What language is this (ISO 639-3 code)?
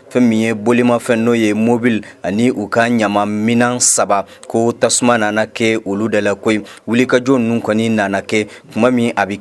bam